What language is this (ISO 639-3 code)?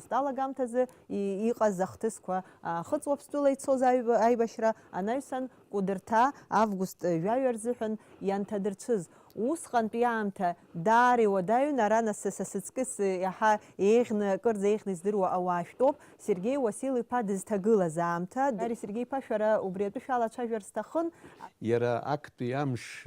abk